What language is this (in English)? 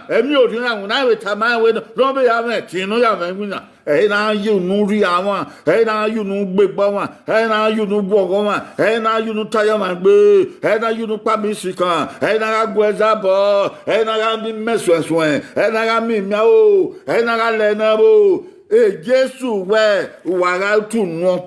Bini